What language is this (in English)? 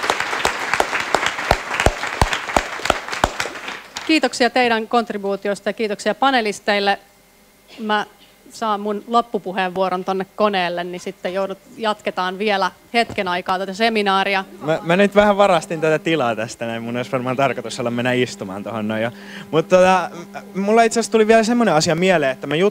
Finnish